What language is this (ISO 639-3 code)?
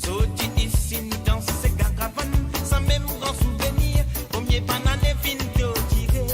mfe